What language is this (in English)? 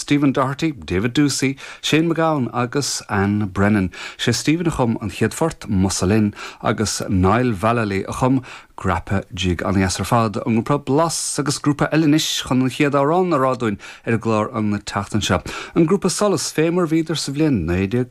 Irish